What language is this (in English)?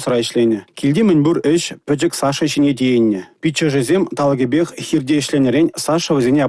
Chuvash